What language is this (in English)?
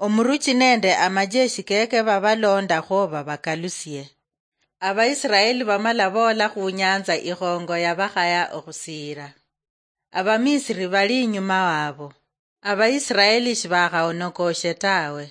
Luyia